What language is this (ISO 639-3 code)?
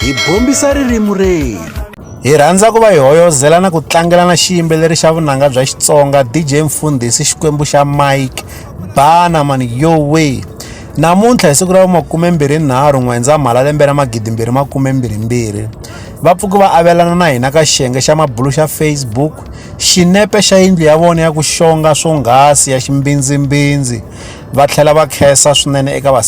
tso